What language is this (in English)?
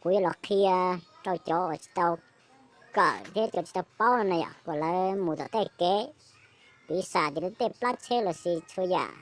Hmong